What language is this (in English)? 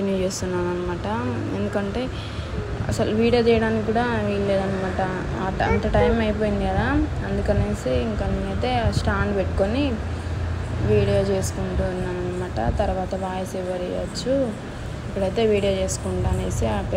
Telugu